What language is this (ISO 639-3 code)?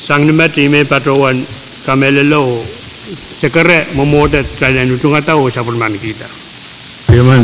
pon